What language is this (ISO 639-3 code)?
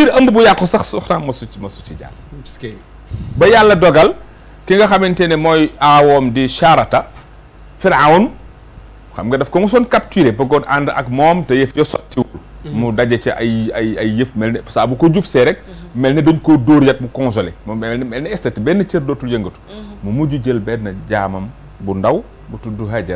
wol